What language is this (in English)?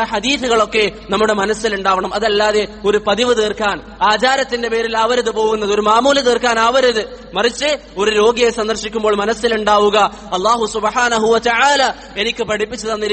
Malayalam